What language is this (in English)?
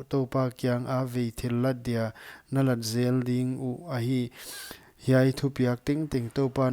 Paite Chin